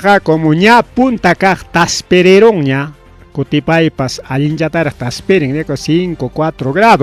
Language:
Ayacucho Quechua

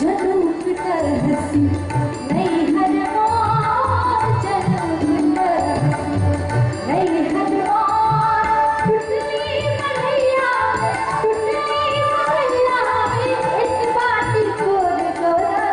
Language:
Maithili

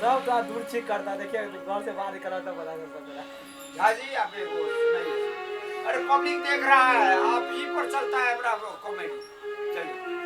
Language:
Maithili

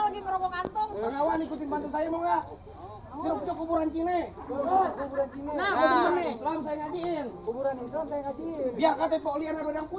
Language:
Betawi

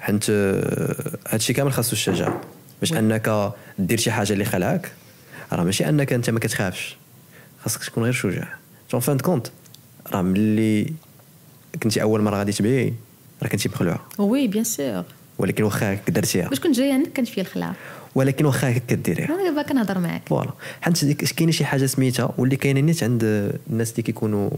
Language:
Moroccan Arabic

